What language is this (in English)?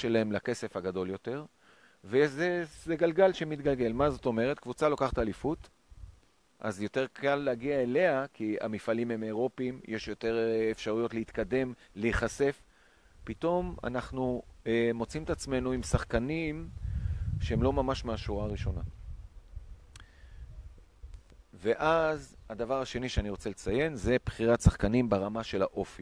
Hebrew